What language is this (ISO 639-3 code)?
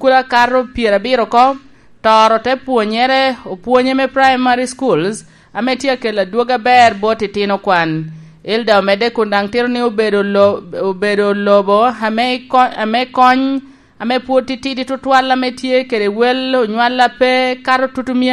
laj